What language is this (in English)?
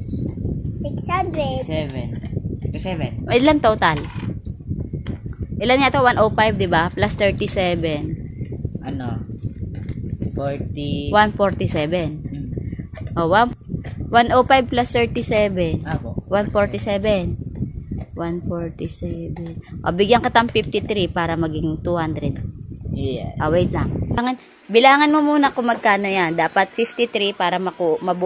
Filipino